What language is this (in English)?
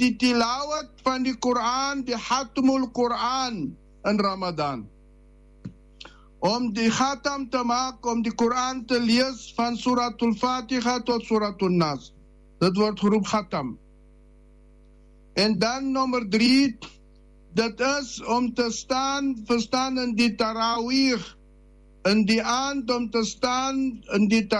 Afrikaans